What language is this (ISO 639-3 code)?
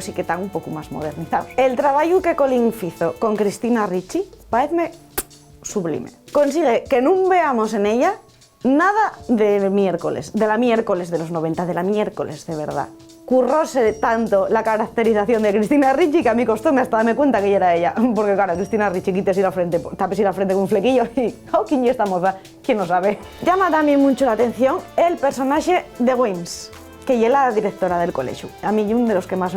ast